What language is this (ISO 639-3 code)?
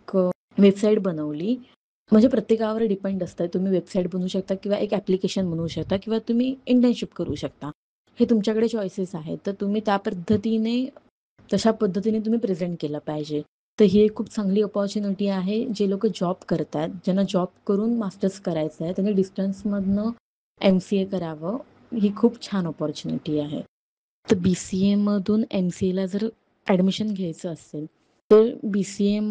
mar